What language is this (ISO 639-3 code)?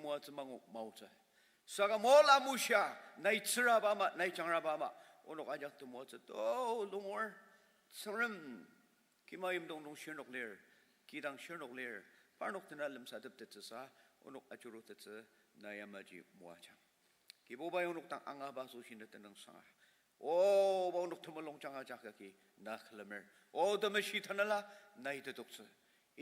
njo